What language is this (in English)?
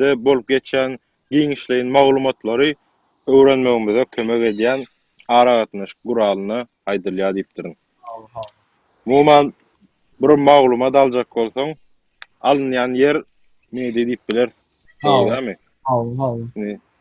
Turkmen